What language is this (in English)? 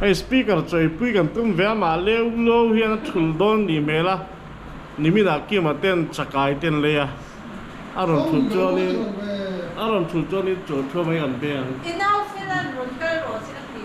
Mizo